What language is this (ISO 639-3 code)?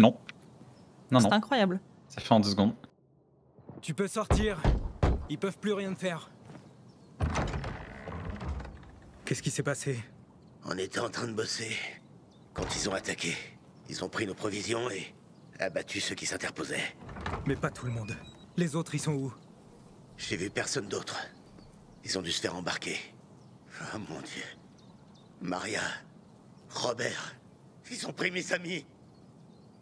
fra